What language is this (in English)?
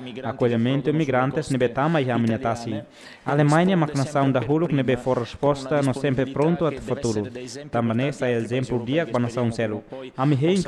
Tetum